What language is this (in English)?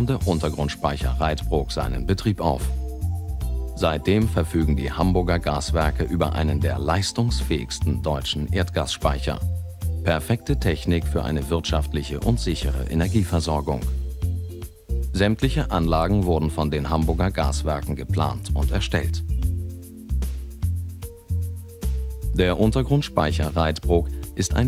German